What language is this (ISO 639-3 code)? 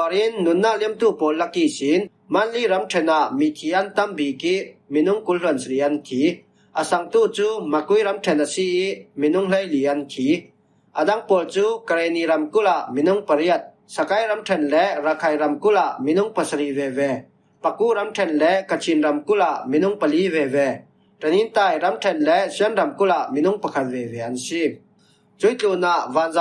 cfm